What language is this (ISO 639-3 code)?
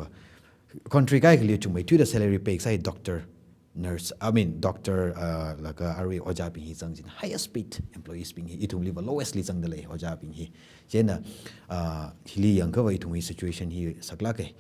nmf